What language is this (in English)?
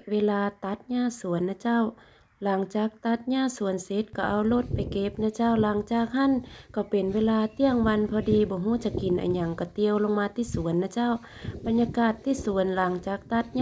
Northern Thai